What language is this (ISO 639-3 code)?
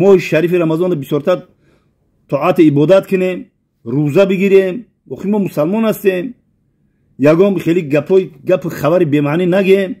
tgk